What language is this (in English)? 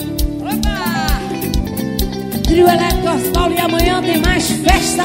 Portuguese